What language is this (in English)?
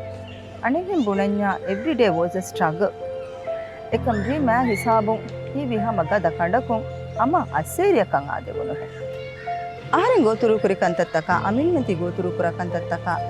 Divehi